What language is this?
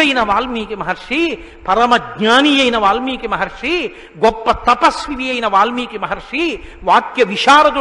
Telugu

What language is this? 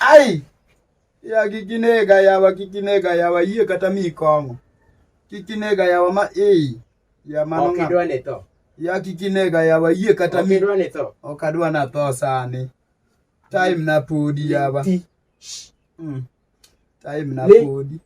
Luo (Kenya and Tanzania)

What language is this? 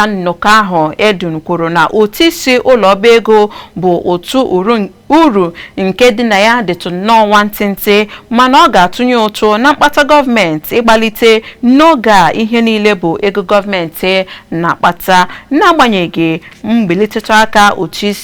Igbo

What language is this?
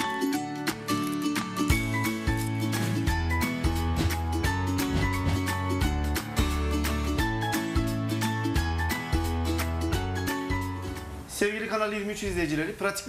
Turkish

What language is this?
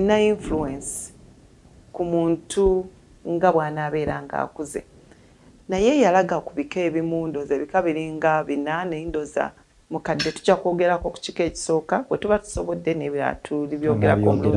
Ganda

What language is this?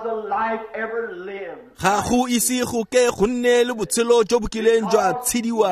Tswana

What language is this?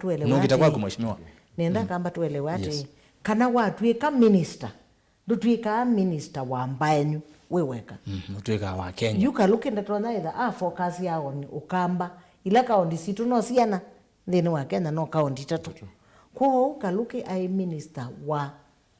Kamba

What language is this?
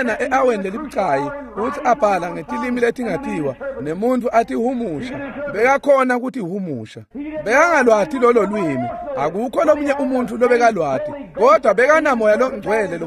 Swati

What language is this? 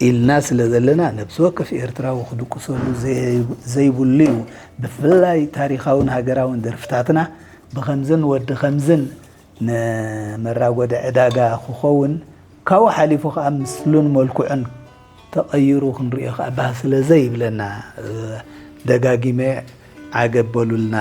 Tigrinya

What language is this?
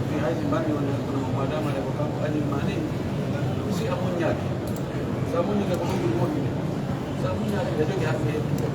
Pular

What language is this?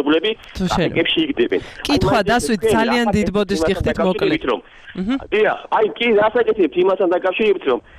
Georgian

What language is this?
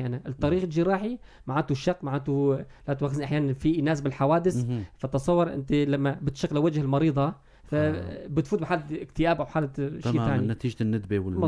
North Levantine Arabic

